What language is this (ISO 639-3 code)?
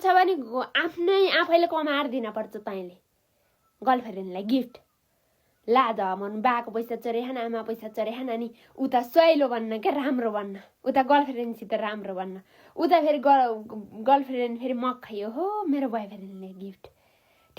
nep